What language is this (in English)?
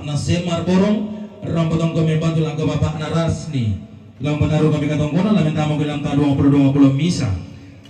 Toraja-Sa'dan